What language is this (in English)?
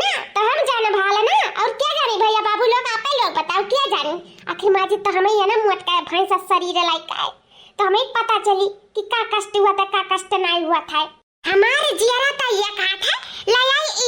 Awadhi